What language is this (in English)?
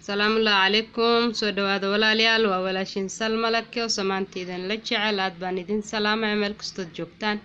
Somali